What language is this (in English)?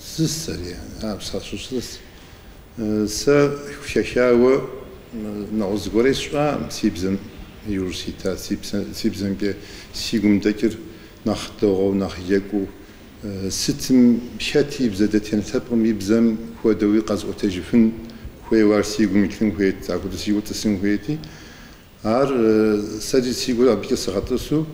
Kabardian